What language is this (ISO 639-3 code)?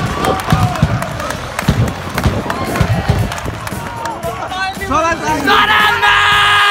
dan